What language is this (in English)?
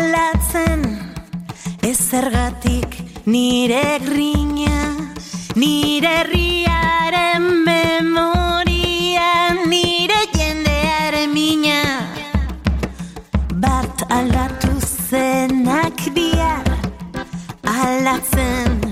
Basque